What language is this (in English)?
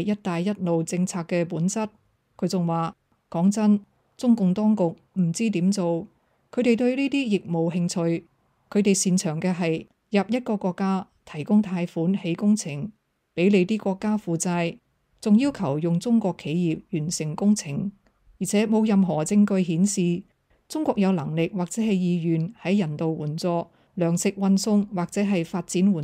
Cantonese